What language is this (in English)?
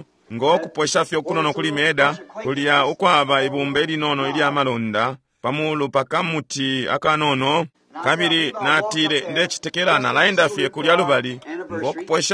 Bemba